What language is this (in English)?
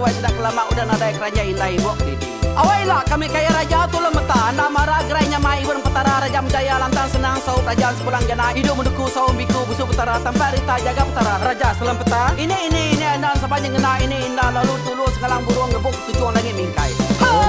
Iban